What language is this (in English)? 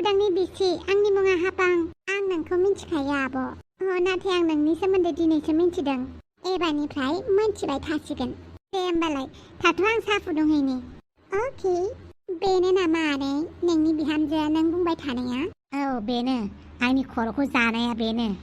Bodo